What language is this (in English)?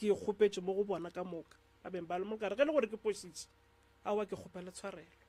Northern Sotho